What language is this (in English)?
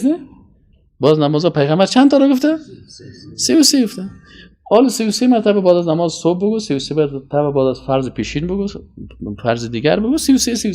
Persian